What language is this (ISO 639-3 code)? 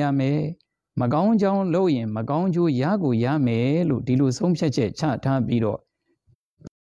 mya